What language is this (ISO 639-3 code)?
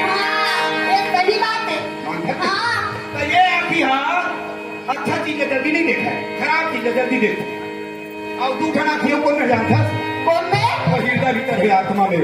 hne